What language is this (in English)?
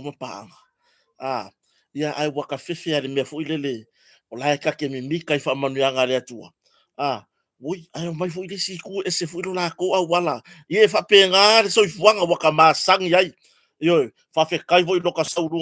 Samoan